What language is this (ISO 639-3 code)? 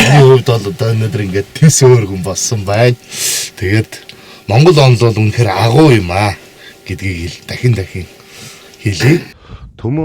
mon